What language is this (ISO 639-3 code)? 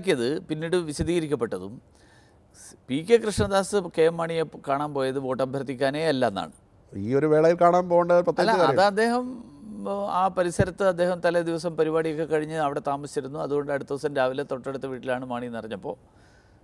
mal